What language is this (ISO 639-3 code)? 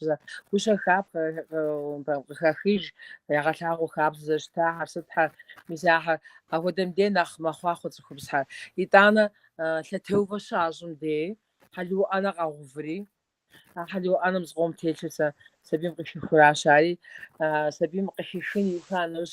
kbd